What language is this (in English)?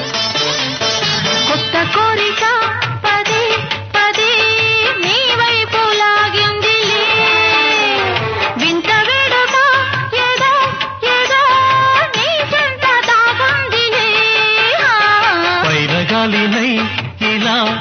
Telugu